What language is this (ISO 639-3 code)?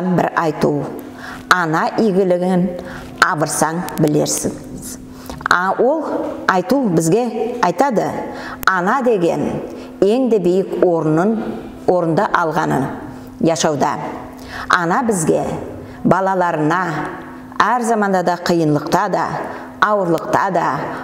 nog